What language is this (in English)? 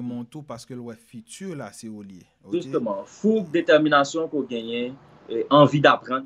Haitian Creole